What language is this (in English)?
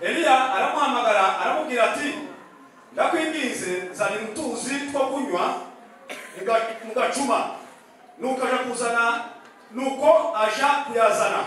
Kinyarwanda